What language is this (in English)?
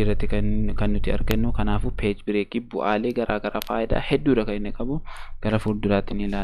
Oromo